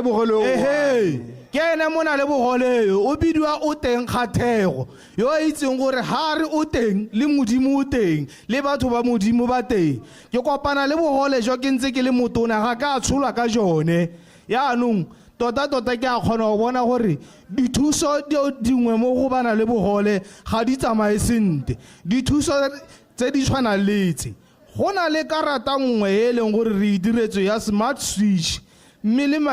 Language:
Tswana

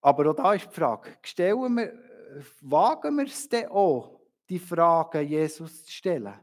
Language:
Swiss German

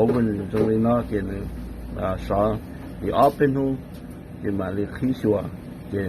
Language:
Hmong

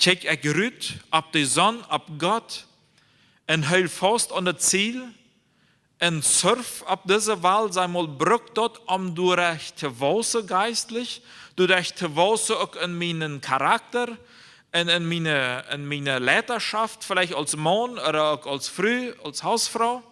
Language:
Plautdietsch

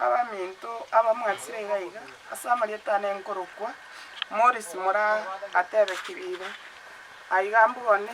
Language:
Gusii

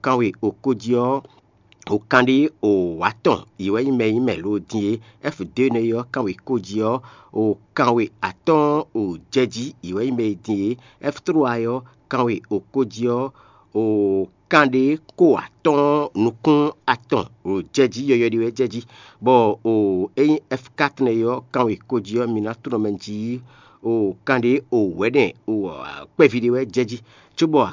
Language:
Fon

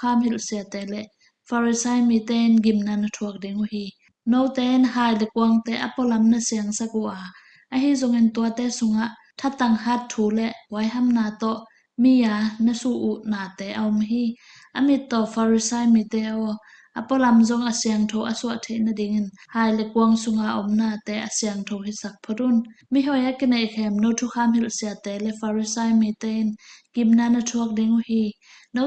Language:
Tedim Chin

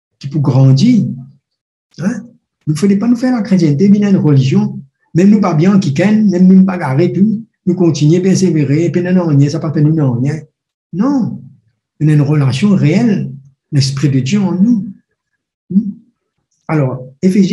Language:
Morisyen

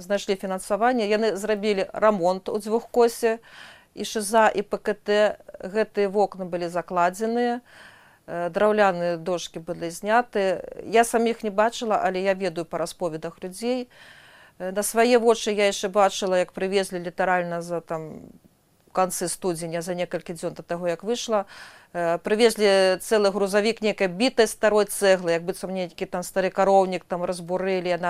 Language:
Belarusian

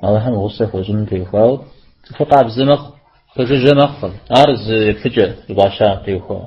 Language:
Kabardian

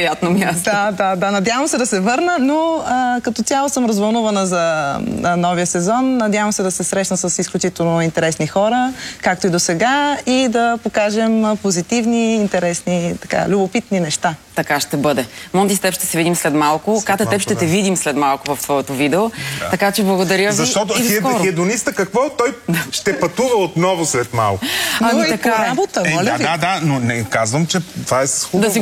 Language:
Bulgarian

